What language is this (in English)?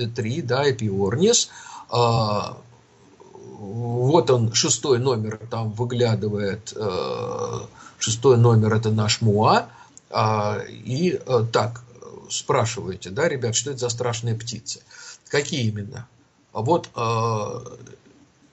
Russian